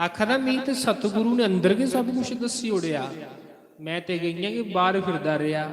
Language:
Dogri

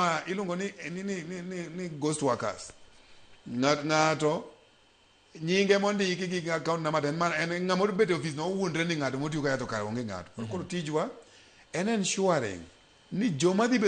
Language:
Luo (Kenya and Tanzania)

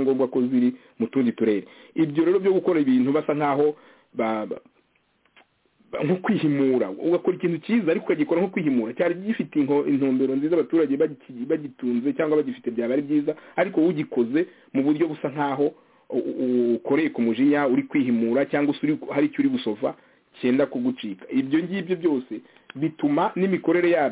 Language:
Kinyarwanda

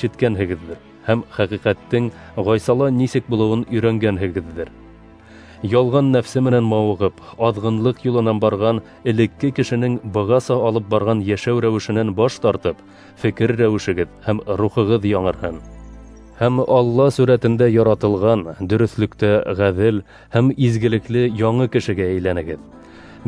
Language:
Bashkir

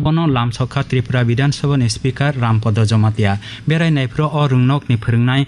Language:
Kok Borok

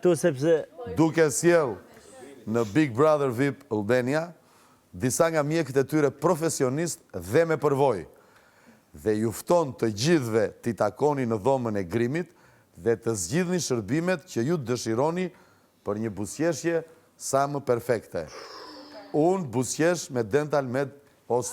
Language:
Albanian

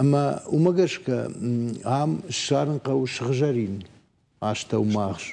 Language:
Ossetic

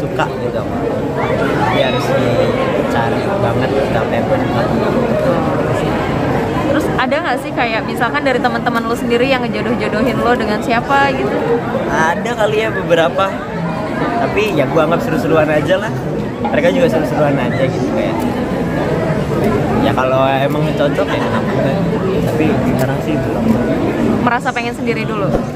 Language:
Indonesian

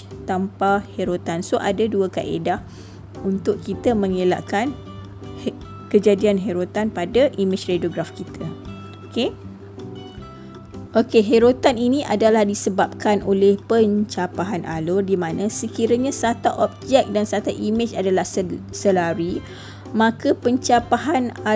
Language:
Malay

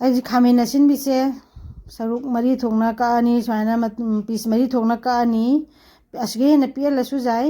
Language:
Manipuri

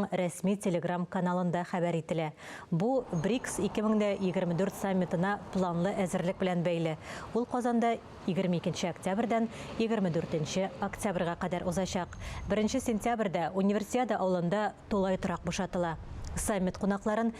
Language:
Tatar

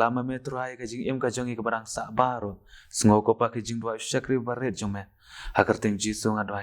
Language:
Khasi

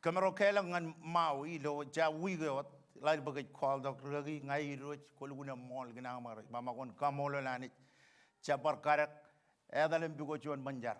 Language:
Marshallese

